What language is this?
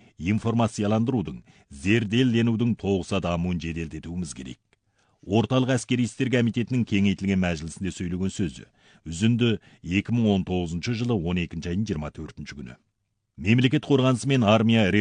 Kazakh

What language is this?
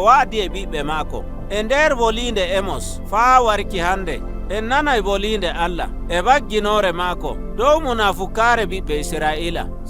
Nigerian Fulfulde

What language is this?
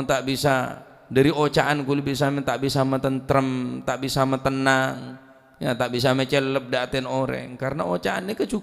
Madurese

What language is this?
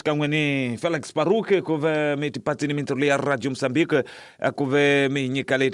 Tsonga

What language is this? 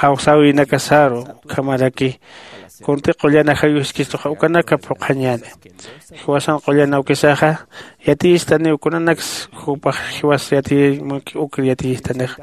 Aymara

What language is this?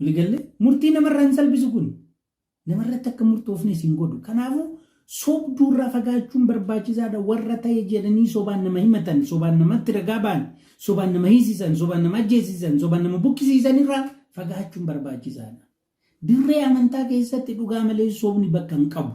Oromo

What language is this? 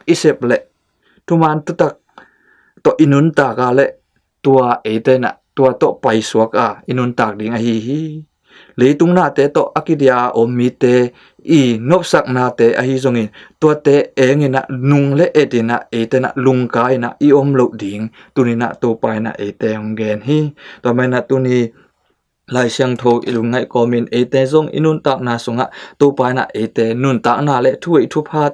Tedim Chin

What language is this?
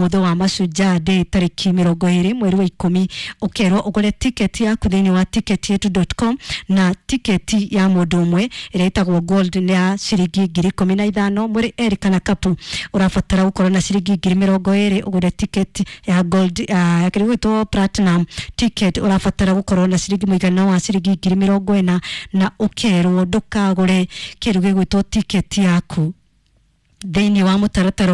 Kikuyu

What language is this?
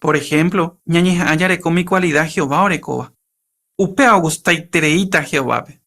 Guarani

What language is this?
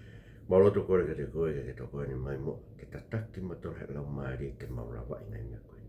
Tongan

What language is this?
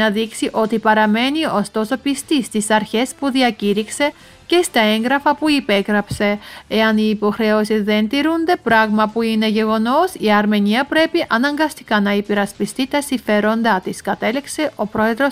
Greek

